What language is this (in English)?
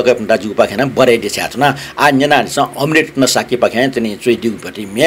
Newari